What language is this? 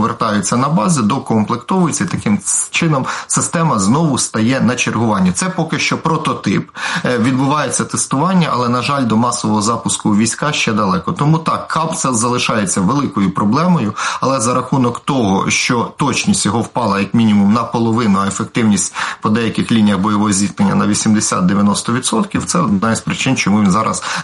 Ukrainian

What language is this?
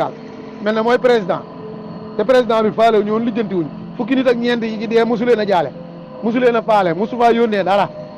Wolof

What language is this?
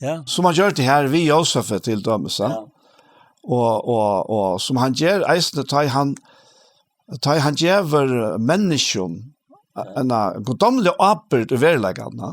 Faroese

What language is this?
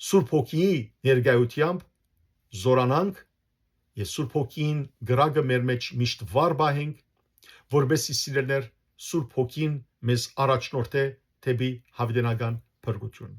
Western Armenian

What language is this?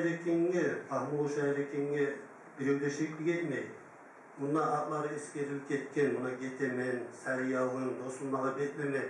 Kumyk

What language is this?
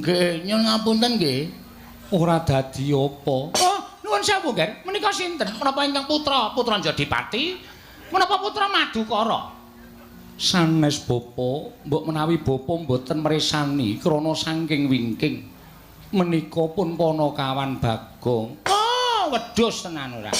Javanese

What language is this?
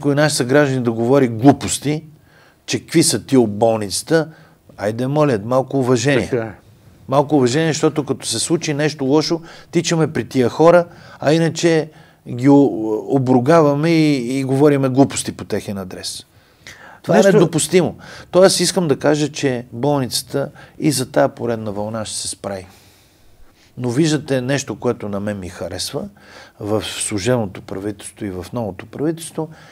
Bulgarian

